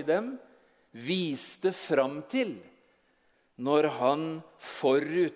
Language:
Norwegian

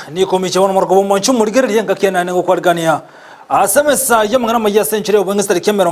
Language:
Gusii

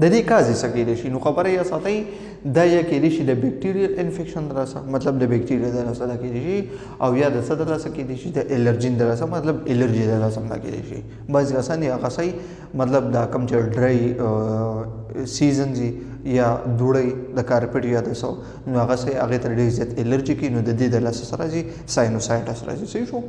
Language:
Pashto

